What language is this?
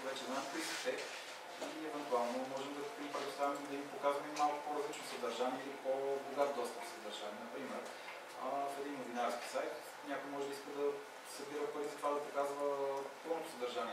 Bulgarian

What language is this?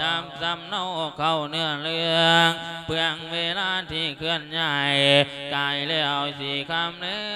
Lao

